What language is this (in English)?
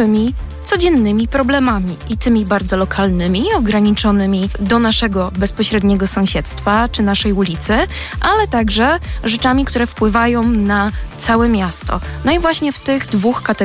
Polish